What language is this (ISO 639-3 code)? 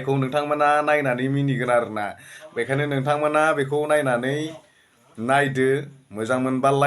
brx